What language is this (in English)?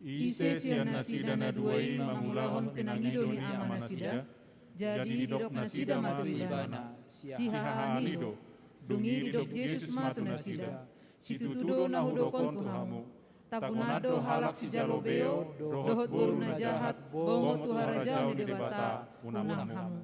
Batak Toba